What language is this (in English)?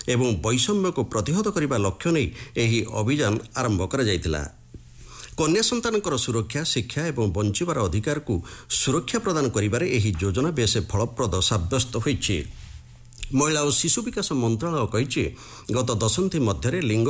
Odia